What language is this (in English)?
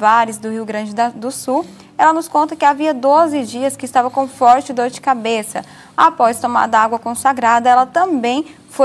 Portuguese